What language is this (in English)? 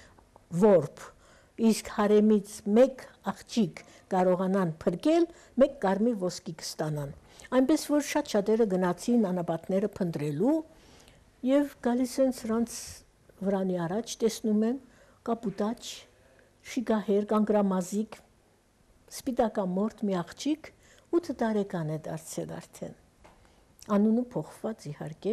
Armenian